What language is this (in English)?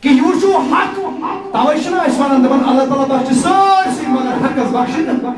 Kashmiri